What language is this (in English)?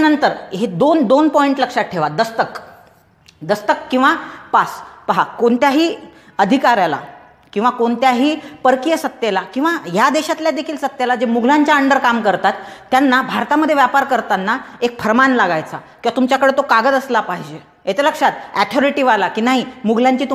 Marathi